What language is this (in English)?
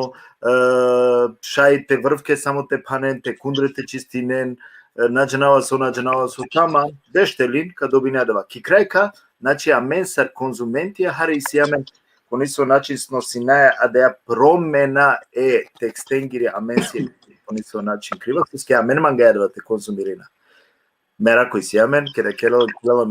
Balkan Romani